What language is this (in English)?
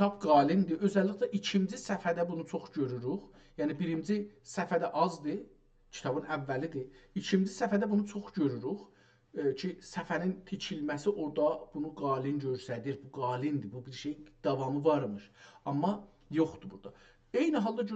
South Azerbaijani